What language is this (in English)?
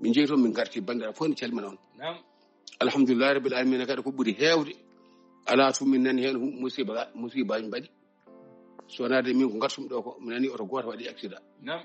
Fula